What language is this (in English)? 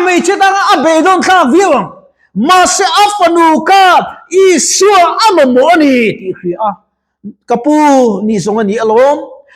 Mizo